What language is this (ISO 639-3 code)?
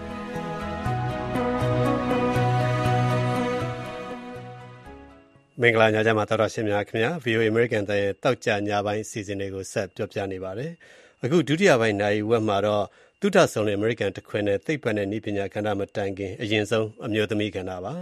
mya